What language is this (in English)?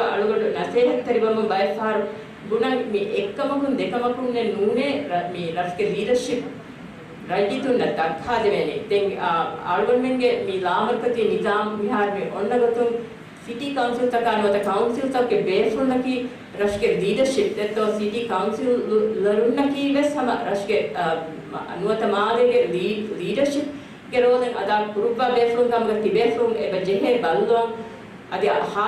Divehi